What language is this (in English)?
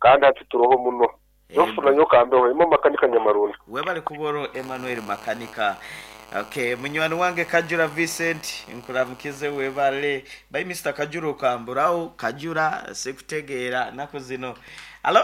Nyoro